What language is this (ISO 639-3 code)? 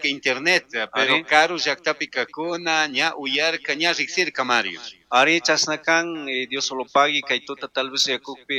qug